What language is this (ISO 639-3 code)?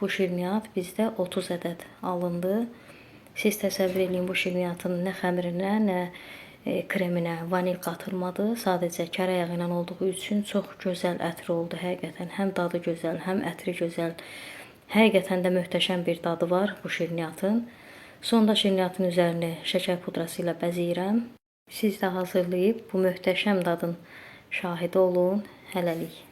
aze